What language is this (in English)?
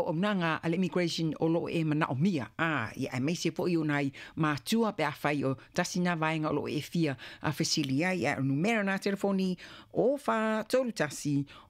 Samoan